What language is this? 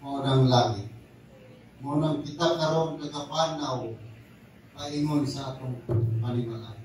Cebuano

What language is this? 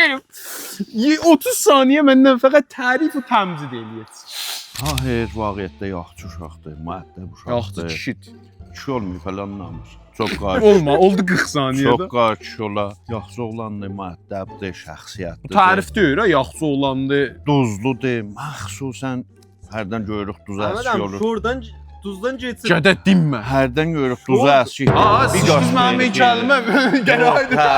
South Azerbaijani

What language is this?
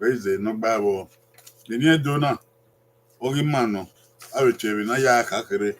Bini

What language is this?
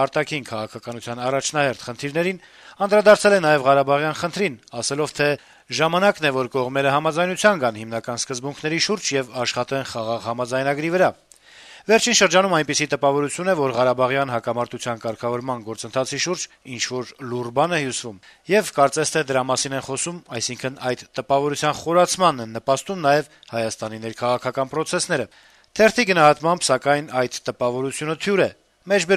Armenian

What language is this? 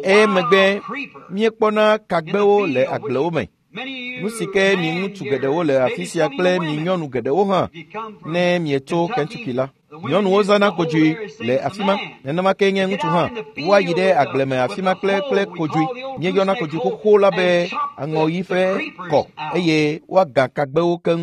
Ewe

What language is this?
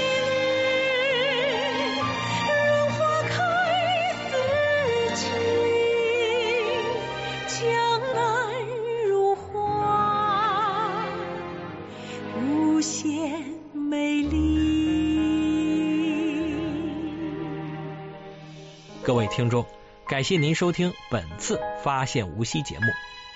Chinese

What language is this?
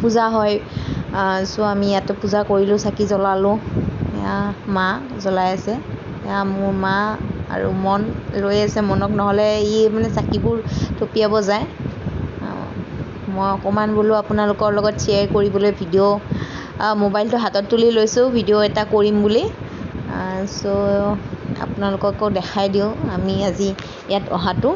Assamese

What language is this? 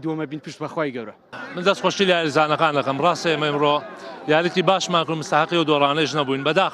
Central Kurdish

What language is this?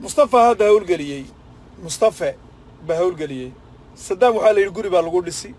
Somali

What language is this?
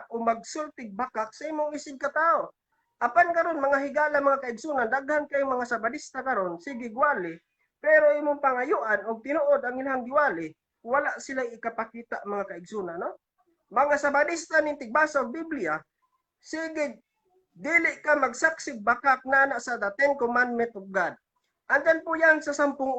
Cebuano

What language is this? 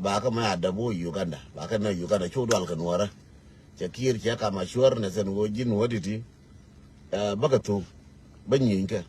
Nuer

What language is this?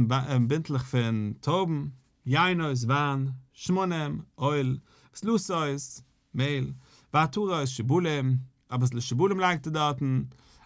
Yiddish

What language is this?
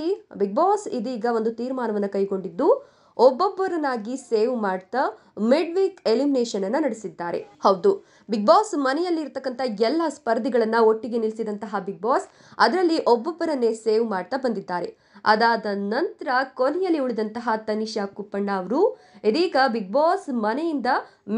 Kannada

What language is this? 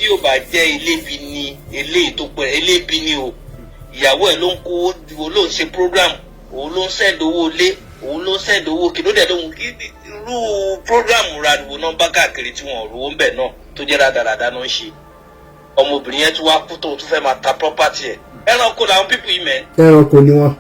Yoruba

